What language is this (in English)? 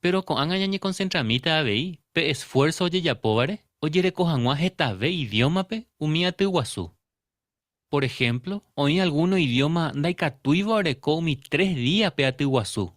Guarani